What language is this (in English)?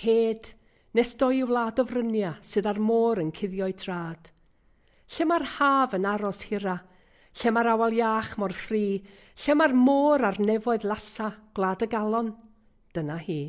Welsh